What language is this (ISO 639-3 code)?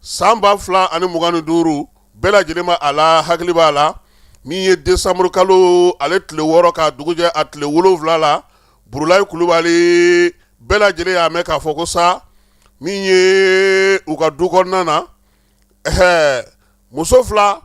bam